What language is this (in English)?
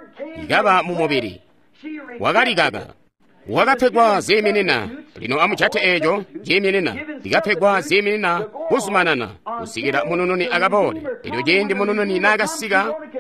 Tonga (Zambia)